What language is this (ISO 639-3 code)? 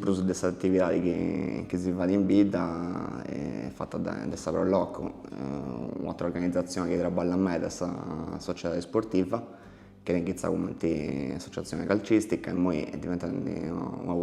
srd